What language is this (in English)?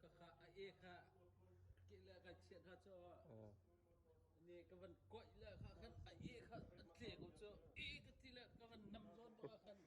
Hakha Chin